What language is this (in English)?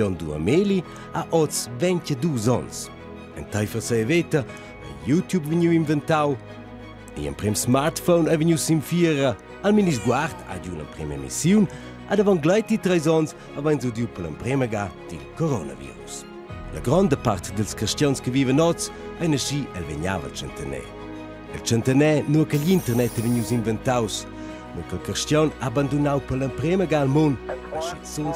Romansh